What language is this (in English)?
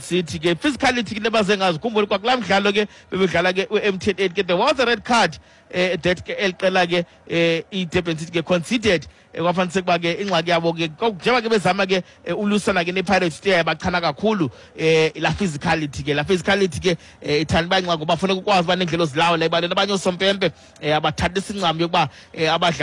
Xhosa